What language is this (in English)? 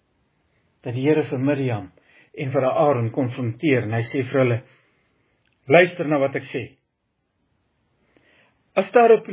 Afrikaans